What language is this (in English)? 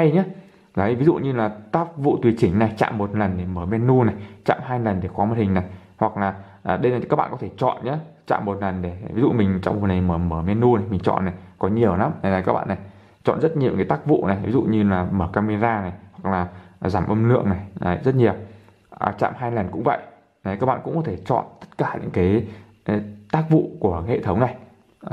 Vietnamese